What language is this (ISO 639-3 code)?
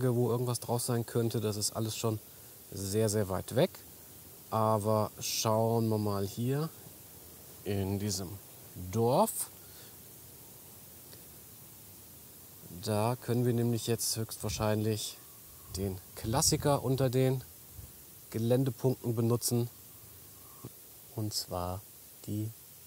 deu